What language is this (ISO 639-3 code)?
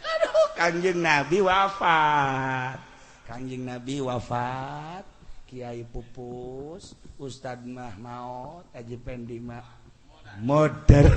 sun